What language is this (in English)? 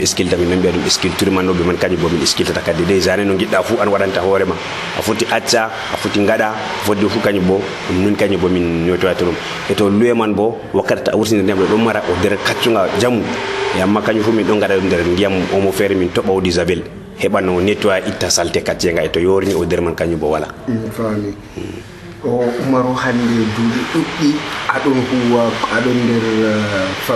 Nigerian Fulfulde